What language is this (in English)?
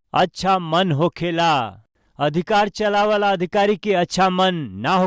Bhojpuri